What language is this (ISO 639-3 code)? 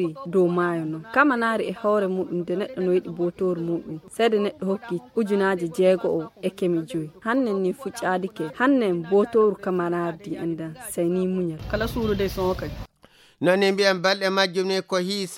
fuv